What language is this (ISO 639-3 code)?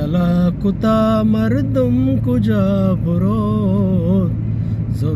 bgp